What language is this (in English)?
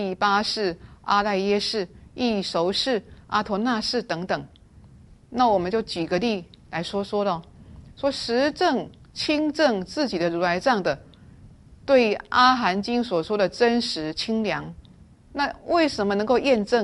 Chinese